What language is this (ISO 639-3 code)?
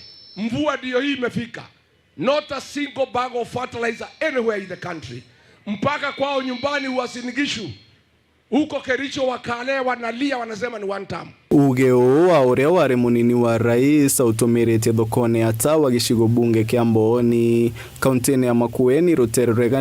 mer